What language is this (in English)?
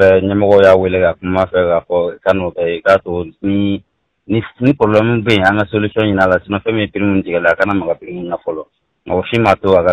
Bambara